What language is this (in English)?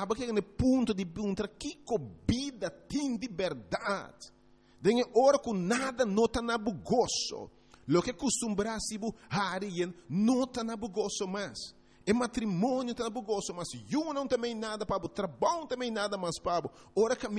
Papiamento